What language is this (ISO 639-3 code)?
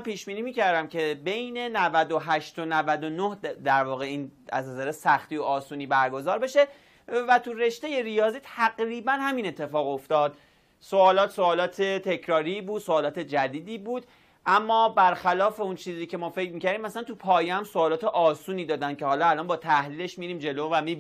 fas